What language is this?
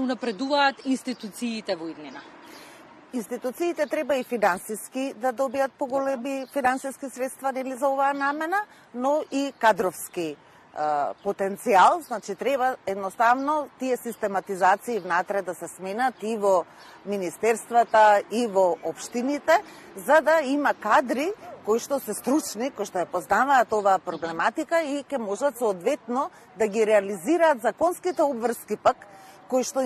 Macedonian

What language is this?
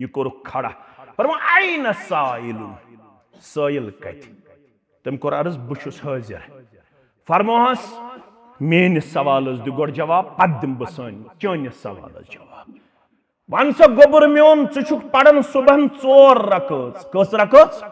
Kashmiri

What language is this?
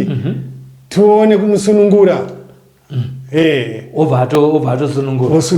Shona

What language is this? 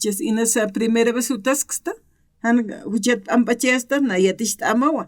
Aymara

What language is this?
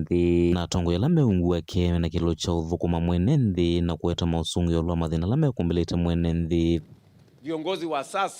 Kamba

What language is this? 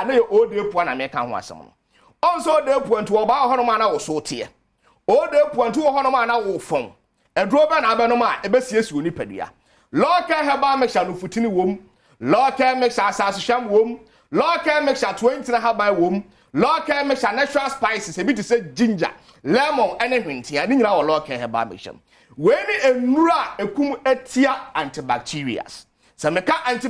Akan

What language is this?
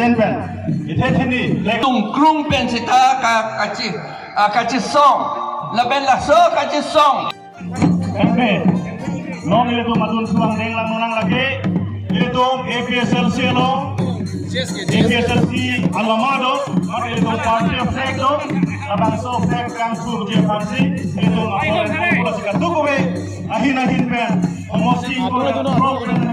Karbi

